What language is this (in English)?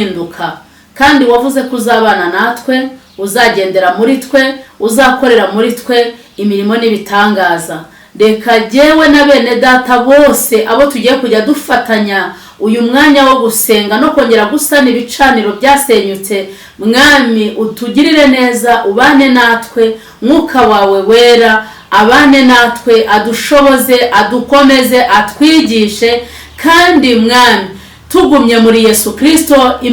Kinyarwanda